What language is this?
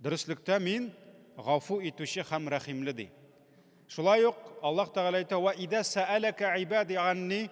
Tatar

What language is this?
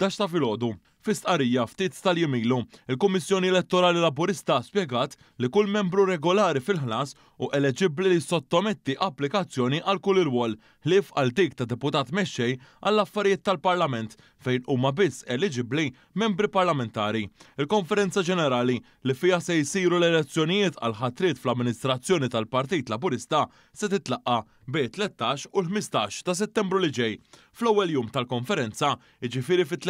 Maltese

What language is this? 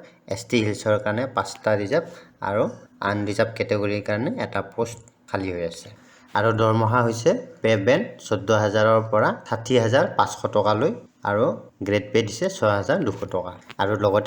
Assamese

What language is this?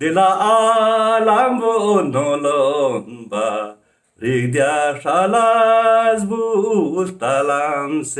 Ladakhi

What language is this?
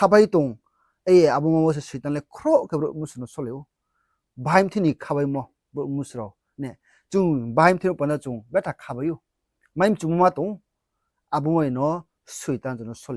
Riang (India)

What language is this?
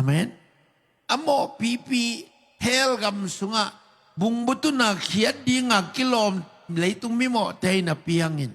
Tedim Chin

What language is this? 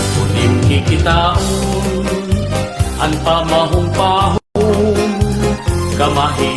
Waray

